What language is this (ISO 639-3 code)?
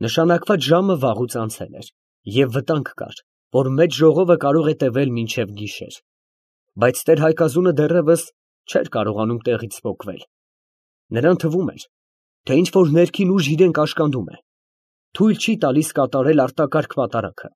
hye